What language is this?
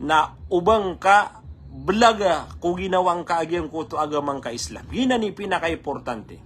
Maranao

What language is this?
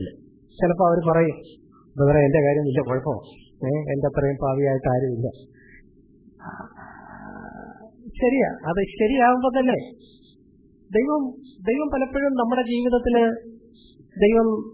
Malayalam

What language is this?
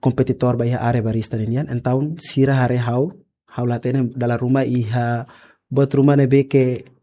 Tetum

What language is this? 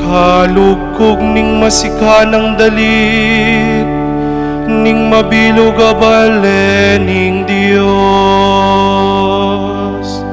Pampanga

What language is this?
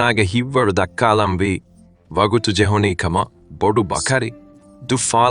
Divehi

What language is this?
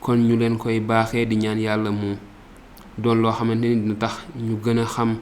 Wolof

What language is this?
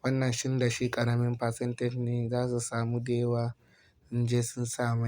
Hausa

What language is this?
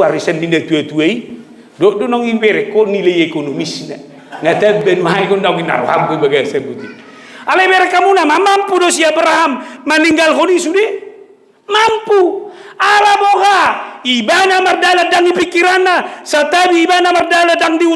Batak Toba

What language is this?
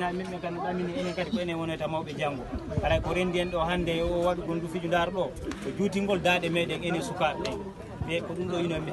Fula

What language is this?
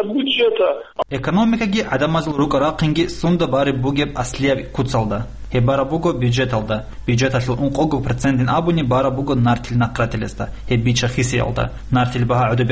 Avaric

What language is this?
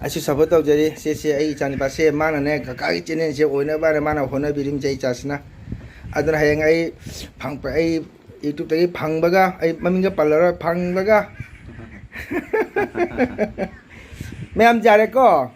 Manipuri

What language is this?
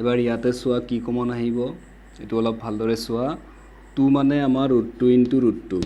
Assamese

